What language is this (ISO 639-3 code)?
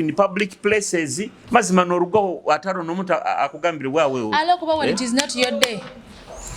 nyo